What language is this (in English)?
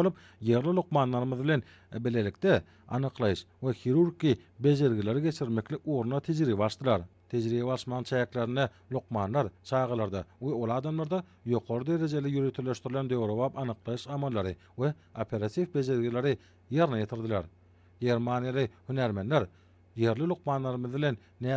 Turkmen